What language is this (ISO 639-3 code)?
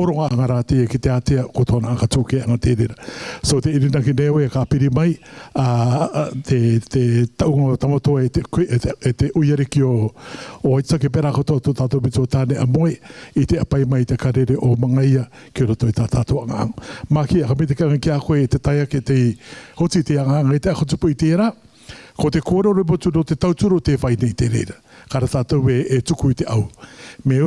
rar